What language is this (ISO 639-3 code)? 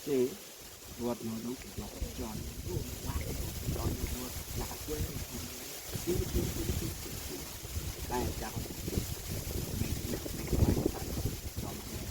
ach